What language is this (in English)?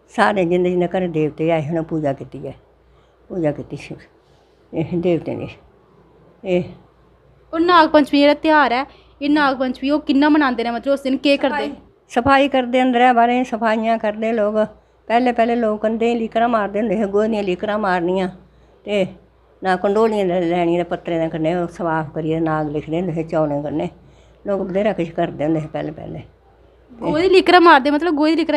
Dogri